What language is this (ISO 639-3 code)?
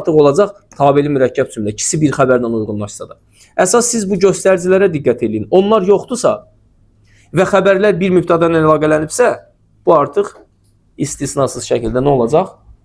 aze